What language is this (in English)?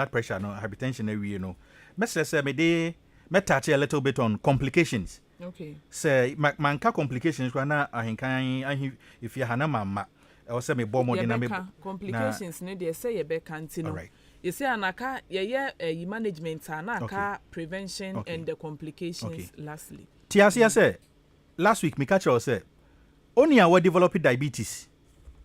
Akan